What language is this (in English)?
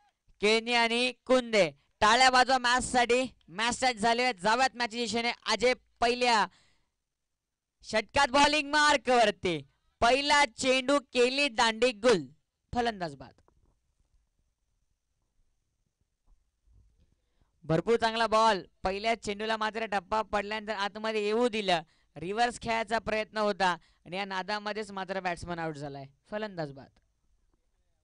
Marathi